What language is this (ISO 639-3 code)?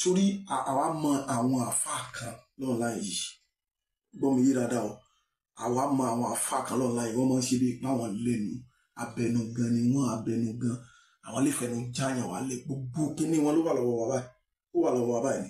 yor